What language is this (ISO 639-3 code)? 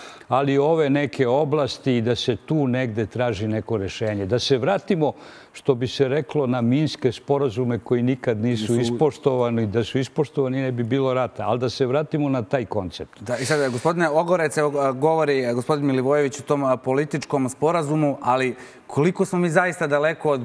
srp